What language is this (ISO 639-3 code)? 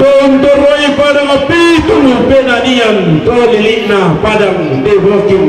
sda